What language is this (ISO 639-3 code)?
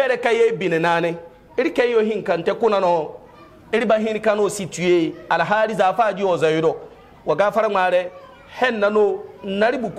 hau